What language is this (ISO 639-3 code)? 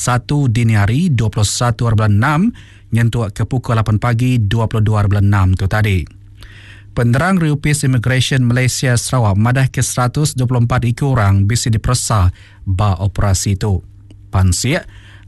iba